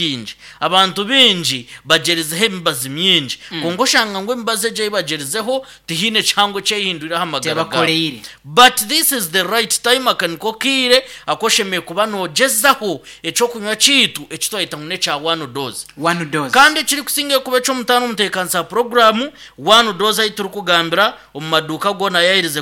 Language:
Nyankole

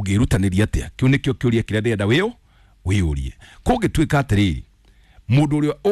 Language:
Kikuyu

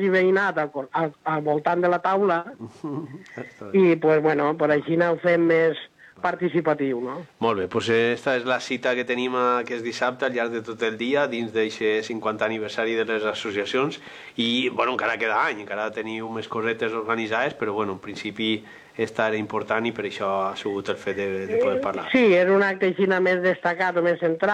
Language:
Catalan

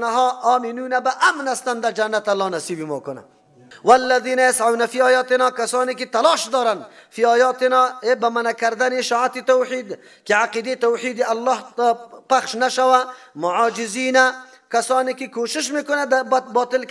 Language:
Persian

